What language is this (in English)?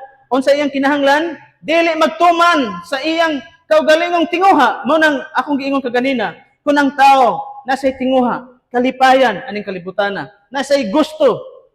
Cebuano